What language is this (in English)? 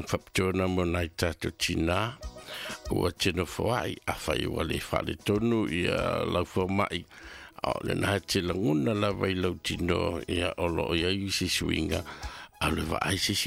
Samoan